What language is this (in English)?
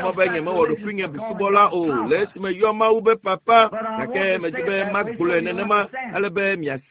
Ewe